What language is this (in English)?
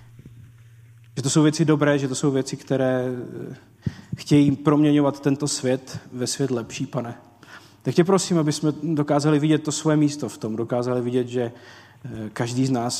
Czech